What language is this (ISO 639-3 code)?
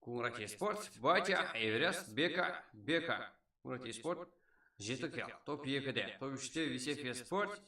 kaa